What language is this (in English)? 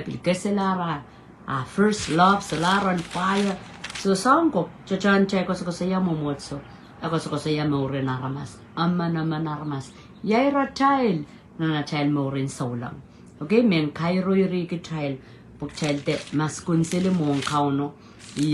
Pohnpeian